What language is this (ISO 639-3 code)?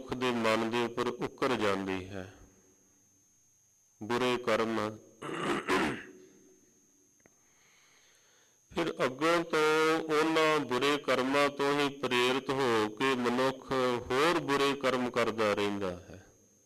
pan